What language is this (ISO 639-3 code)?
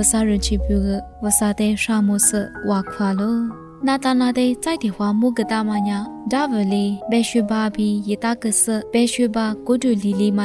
lis